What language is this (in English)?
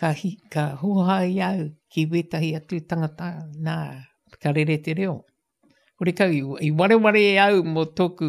Māori